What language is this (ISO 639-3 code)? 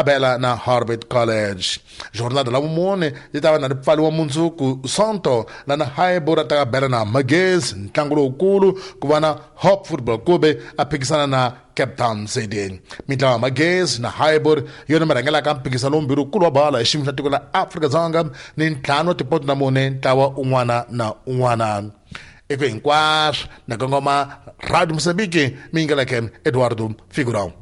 tso